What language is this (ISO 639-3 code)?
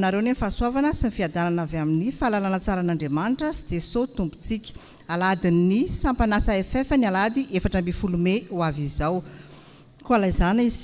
mlg